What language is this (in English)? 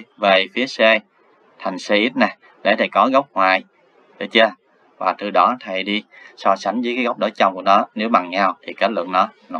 Vietnamese